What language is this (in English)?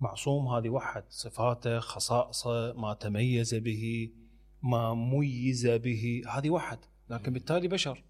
Mesopotamian Arabic